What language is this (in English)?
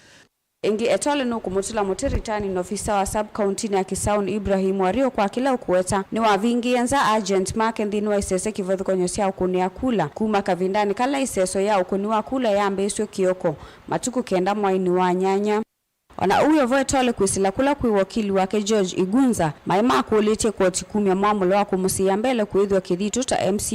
Kamba